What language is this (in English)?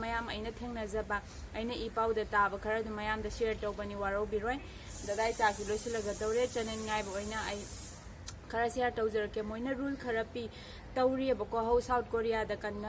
Manipuri